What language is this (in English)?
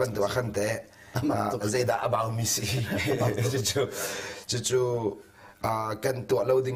Hakha Chin